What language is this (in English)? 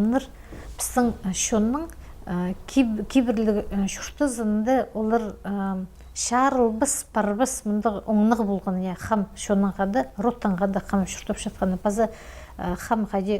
Khakas